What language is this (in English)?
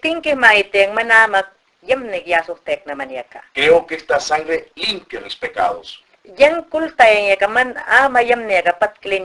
Mayangna